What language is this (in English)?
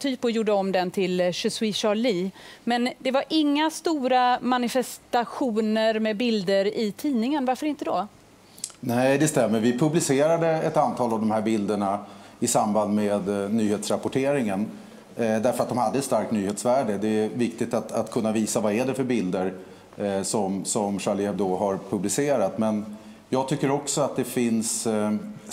Swedish